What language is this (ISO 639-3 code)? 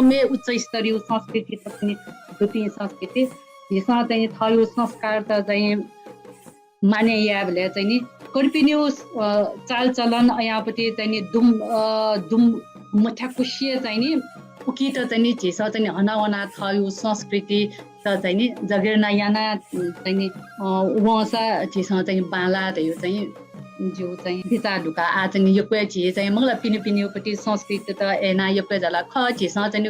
new